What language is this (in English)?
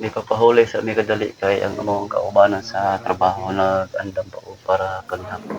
Cebuano